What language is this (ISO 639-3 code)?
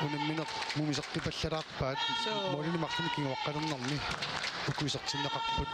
kal